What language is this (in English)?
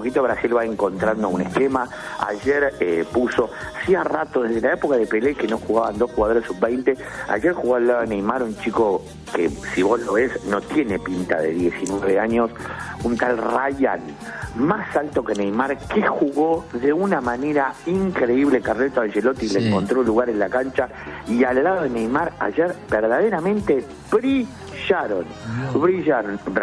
Spanish